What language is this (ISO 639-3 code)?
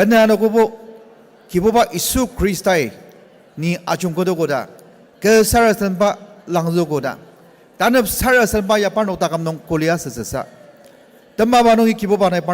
njo